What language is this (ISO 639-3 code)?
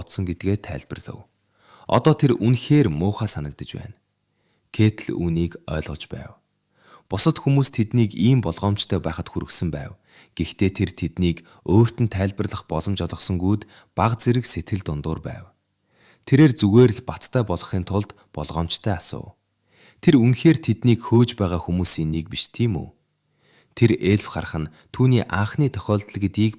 mon